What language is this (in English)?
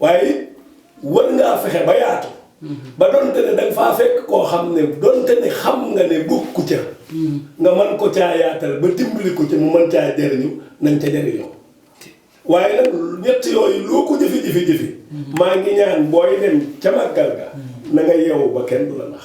Wolof